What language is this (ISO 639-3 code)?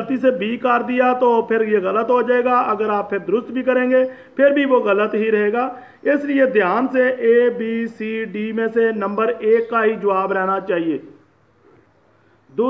hin